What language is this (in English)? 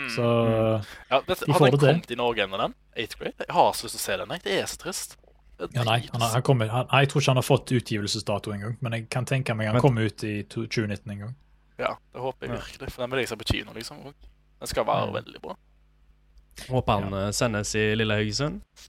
Norwegian